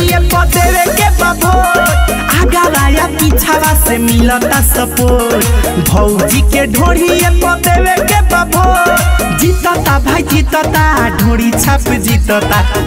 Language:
Bhojpuri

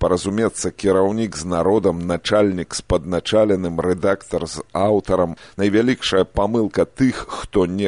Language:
Belarusian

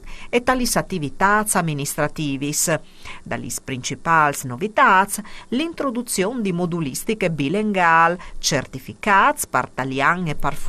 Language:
Friulian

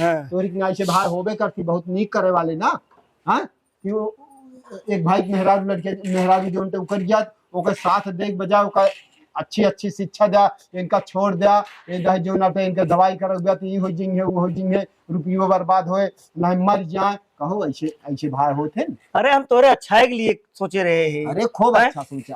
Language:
Awadhi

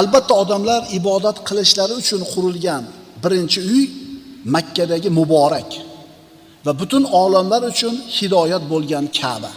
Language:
Uzbek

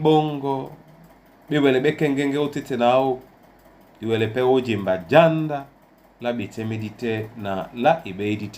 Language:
Duala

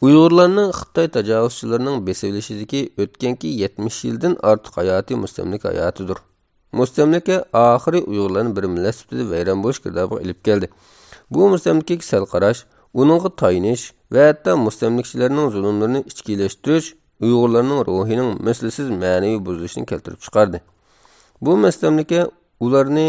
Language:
Uyghur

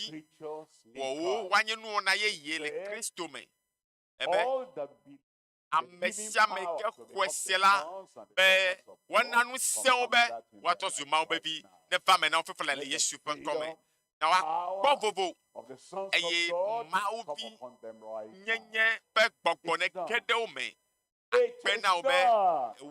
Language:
Ewe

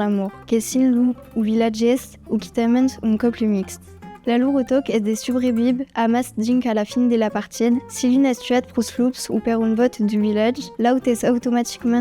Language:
Occitan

